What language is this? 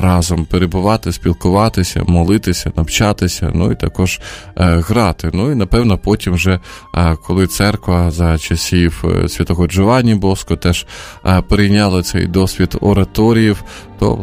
Ukrainian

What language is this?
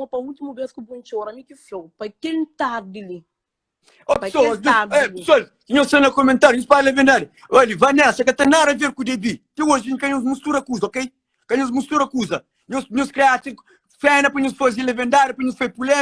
Kabuverdianu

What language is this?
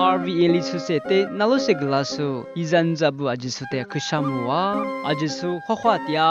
Lisu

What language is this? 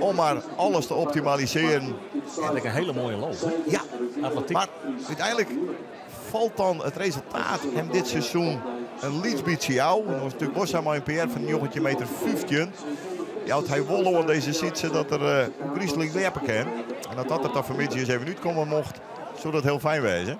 Western Frisian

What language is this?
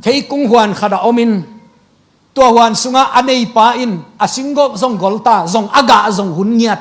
Tedim Chin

